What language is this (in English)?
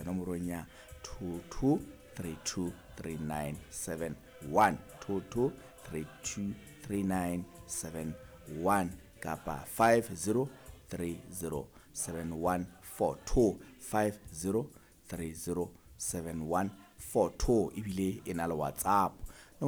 Southern Sotho